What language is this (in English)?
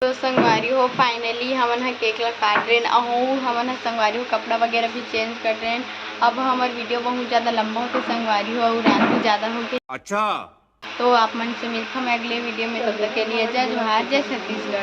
Chhattisgarhi